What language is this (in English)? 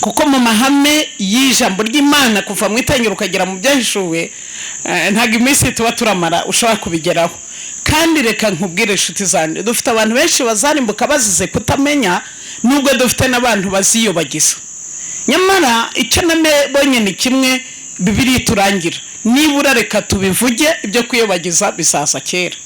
Kinyarwanda